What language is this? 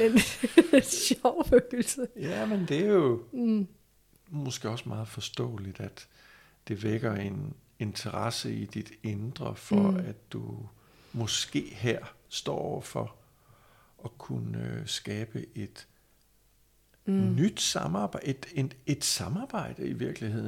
Danish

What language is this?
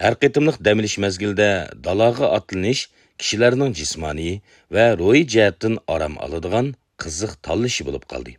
Uyghur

